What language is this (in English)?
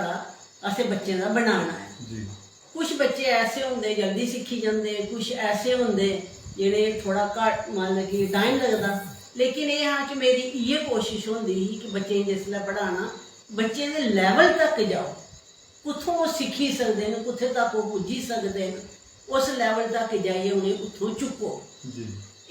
Dogri